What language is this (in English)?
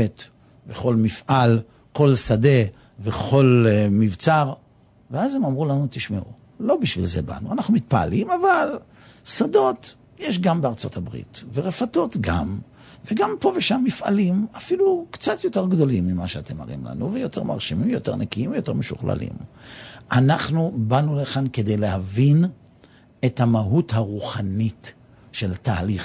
Hebrew